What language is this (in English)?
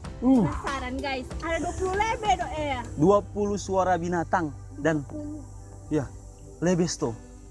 Manado Malay